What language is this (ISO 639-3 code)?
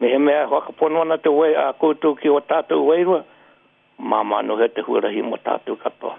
mri